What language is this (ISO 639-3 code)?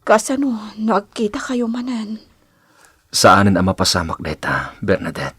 ilo